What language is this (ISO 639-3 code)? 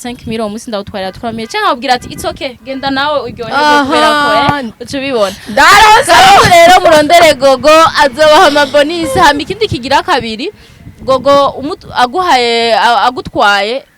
run